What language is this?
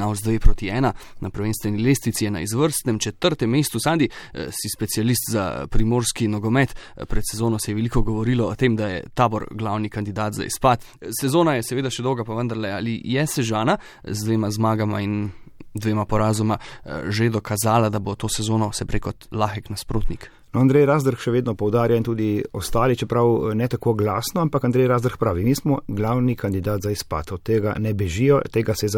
Slovenian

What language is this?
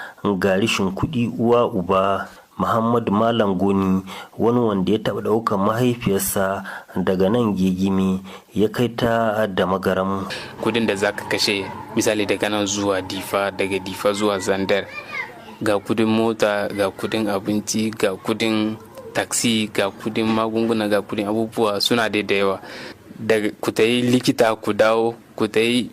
Hausa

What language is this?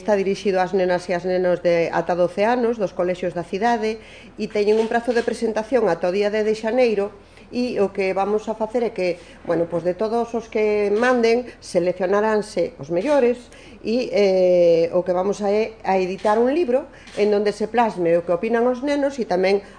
Galician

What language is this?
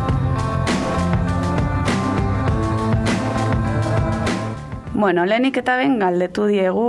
Basque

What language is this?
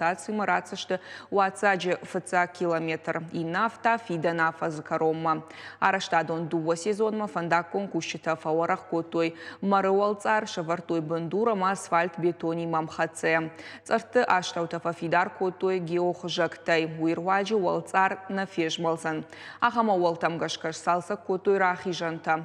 Ossetic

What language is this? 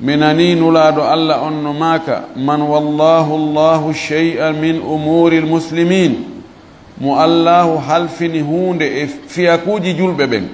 Fula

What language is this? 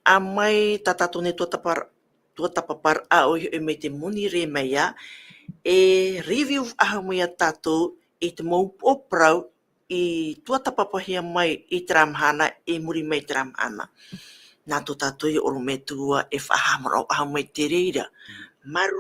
Tahitian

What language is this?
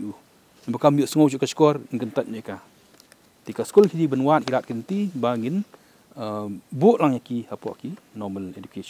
Khasi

